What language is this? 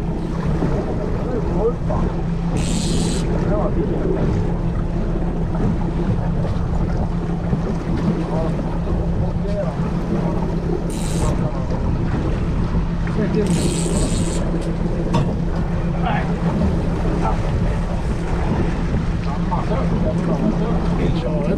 Swedish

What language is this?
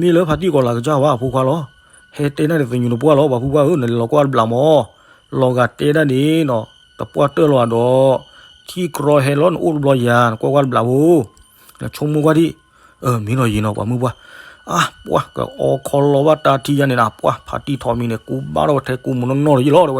S'gaw Karen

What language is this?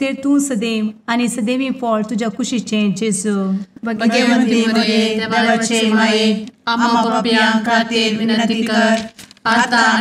Konkani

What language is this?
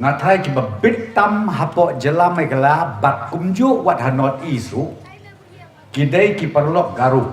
Khasi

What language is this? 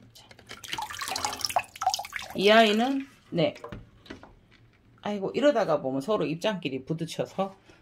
Korean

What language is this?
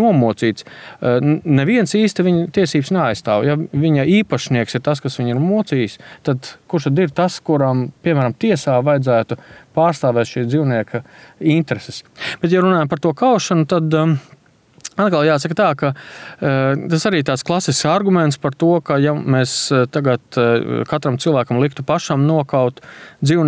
Latvian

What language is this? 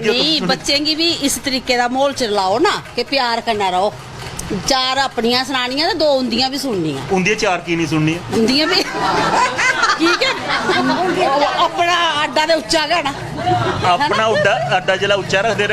Dogri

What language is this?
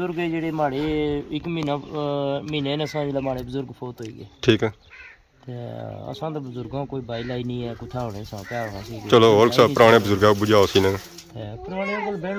Pahari-Potwari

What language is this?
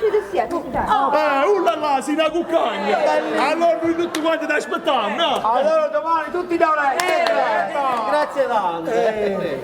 Neapolitan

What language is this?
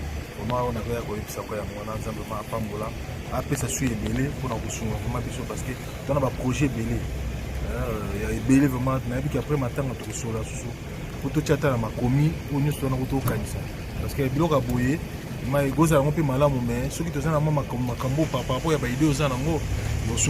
Lingala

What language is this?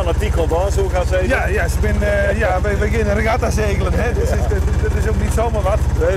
Western Frisian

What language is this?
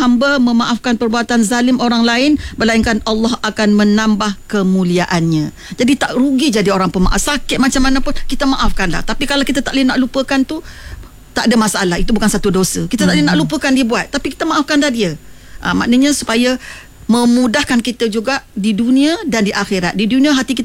Malay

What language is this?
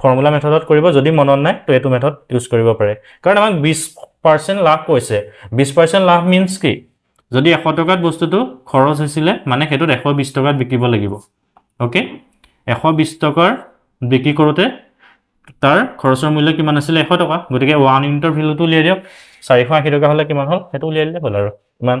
Assamese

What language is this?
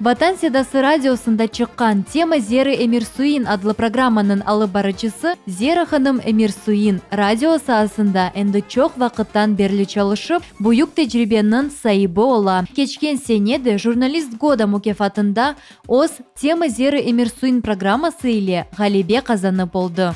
Crimean Tatar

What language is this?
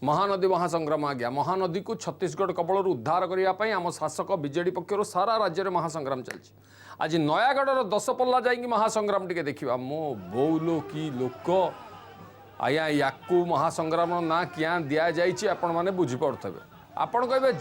Odia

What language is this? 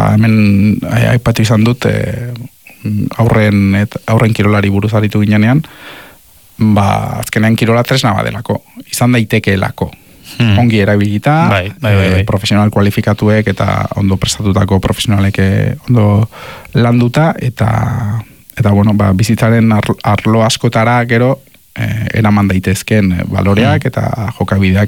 Basque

